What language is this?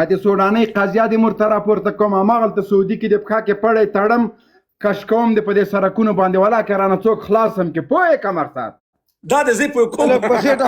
Pashto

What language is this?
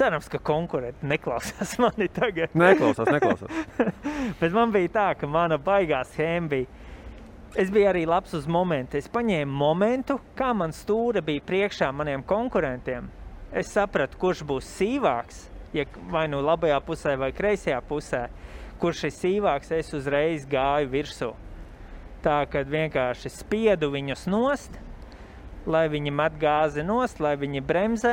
Latvian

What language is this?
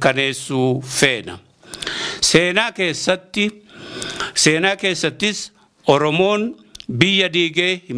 Oromo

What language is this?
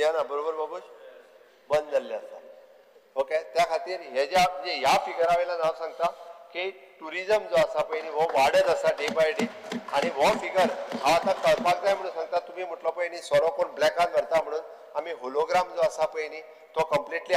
Konkani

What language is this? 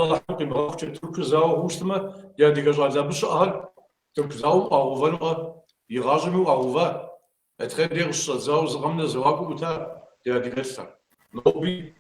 Kabardian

